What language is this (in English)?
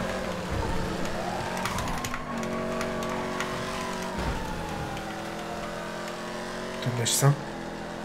Bulgarian